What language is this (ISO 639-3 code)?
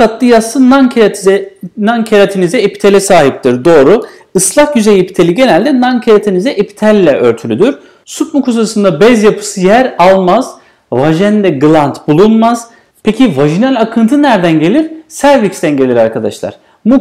tur